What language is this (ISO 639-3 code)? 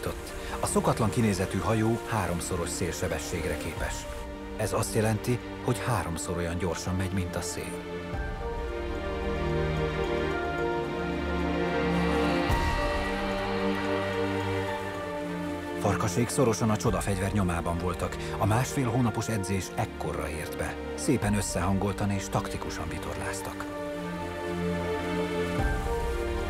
hun